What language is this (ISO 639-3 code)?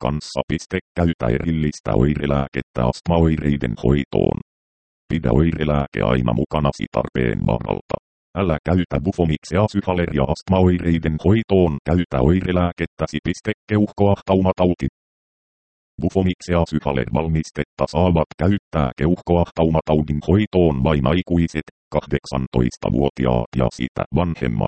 fin